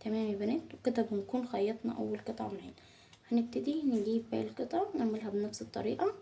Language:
Egyptian Arabic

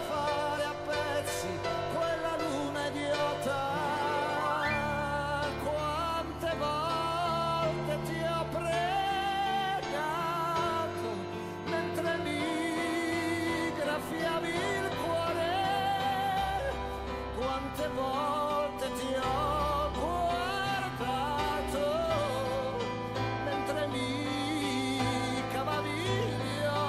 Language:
Italian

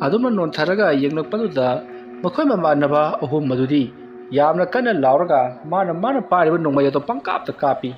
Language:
Manipuri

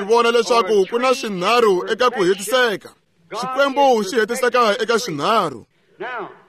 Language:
Tsonga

